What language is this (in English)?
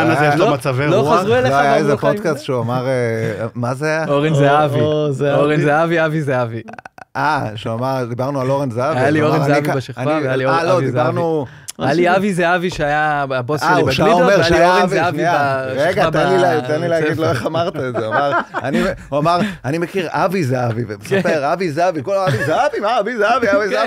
Hebrew